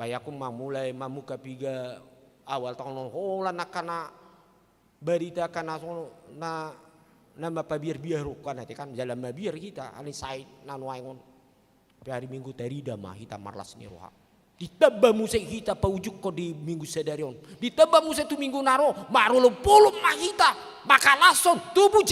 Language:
Batak Toba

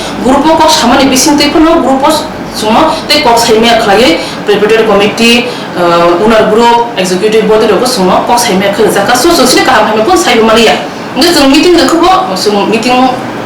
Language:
Riang (India)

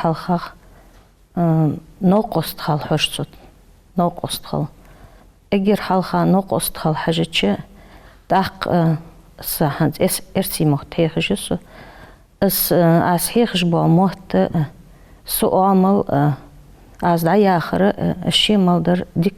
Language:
Ingush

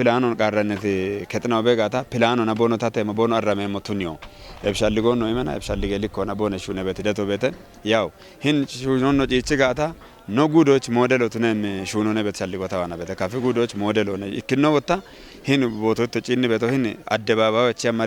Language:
Kafa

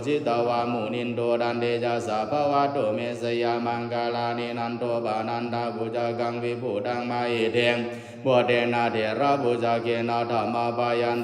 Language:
Pali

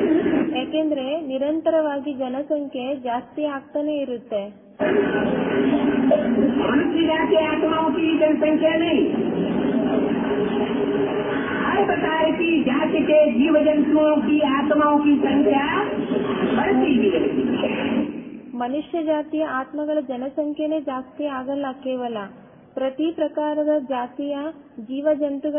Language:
Kannada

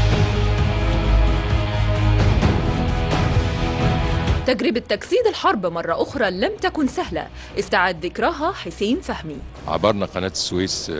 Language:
Arabic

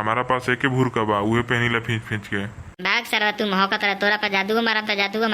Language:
Bhojpuri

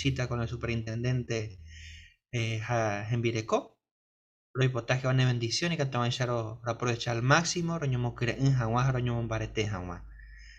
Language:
Guarani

